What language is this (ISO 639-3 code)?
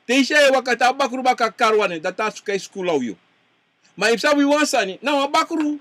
srn